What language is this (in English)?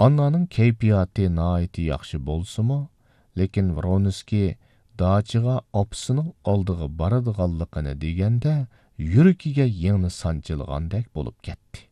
Uyghur